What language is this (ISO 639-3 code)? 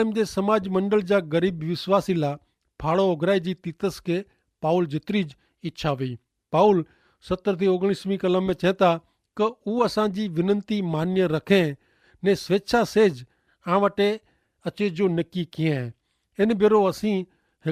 kfr